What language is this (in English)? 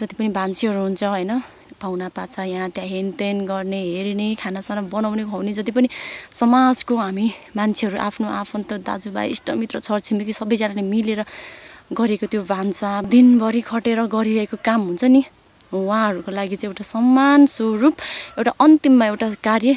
Nepali